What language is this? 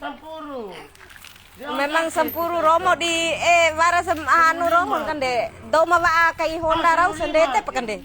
Bima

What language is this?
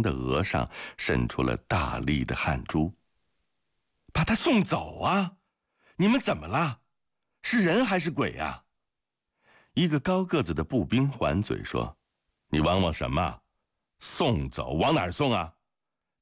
Chinese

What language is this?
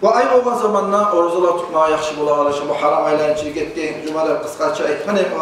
Kumyk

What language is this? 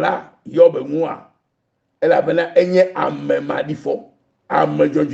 Ewe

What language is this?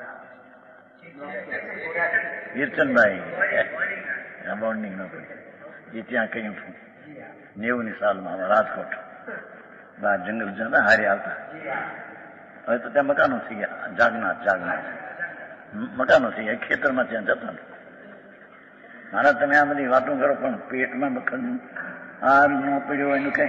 Gujarati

